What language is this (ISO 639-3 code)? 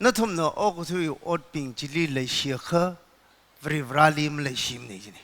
nmf